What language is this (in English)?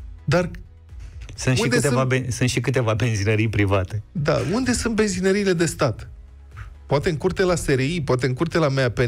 Romanian